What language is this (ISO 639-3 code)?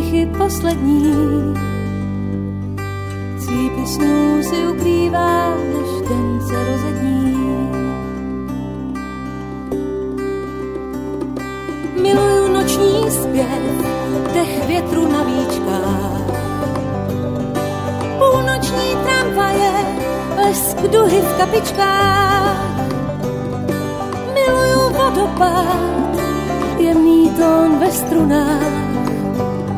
ces